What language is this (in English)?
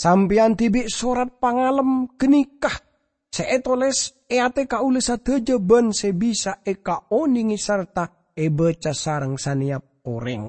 Madurese